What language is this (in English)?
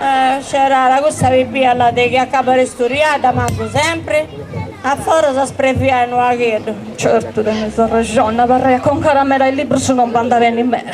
Sardinian